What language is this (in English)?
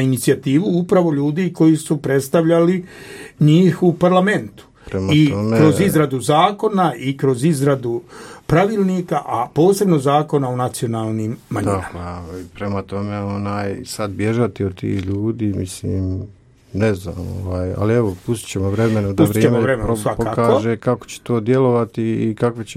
Croatian